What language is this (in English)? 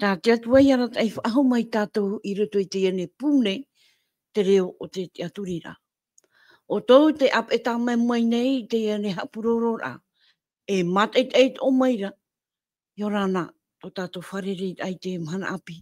Tahitian